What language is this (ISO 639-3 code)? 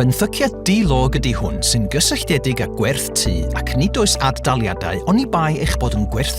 cym